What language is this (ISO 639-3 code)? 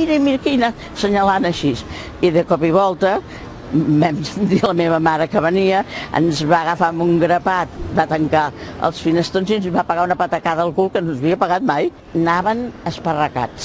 cat